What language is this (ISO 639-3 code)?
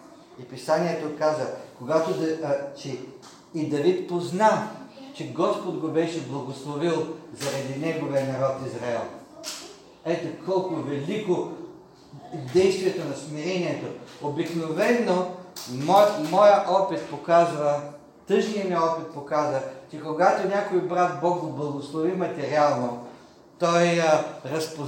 bul